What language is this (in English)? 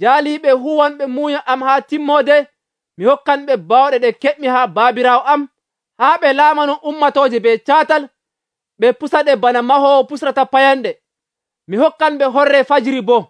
Nigerian Fulfulde